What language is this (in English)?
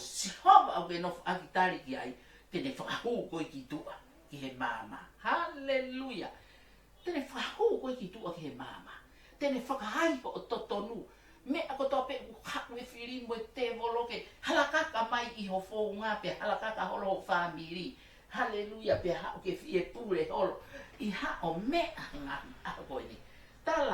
Tongan